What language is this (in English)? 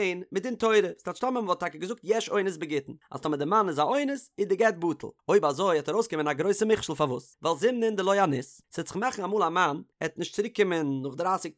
Yiddish